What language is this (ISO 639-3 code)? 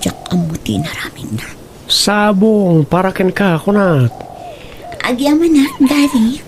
ilo